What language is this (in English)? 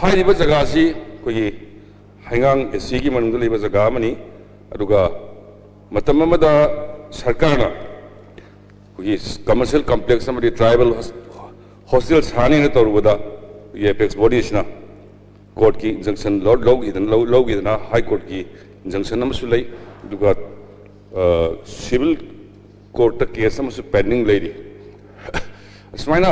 Manipuri